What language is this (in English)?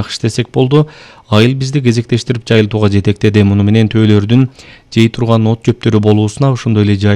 Kyrgyz